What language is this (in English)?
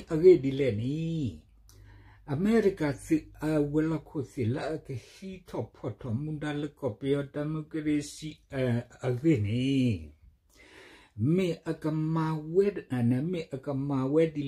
S'gaw Karen